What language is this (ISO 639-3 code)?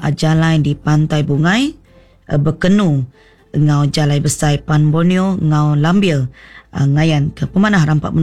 iba